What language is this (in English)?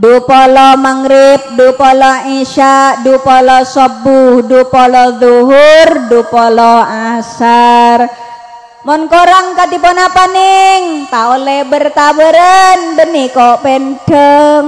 Madurese